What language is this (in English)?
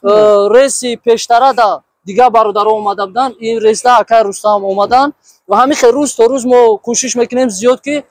Tajik